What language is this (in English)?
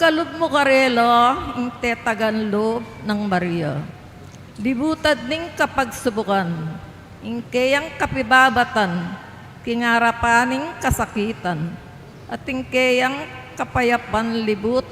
Pampanga